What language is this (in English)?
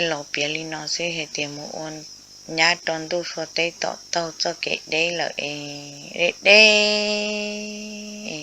Hmong